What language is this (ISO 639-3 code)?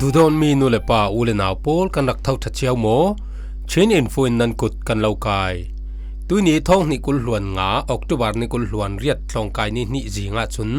cfm